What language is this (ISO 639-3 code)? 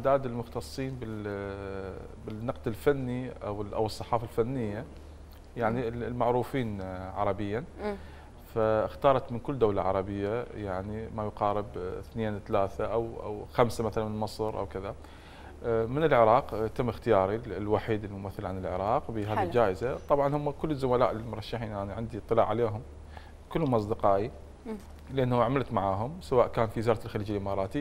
acm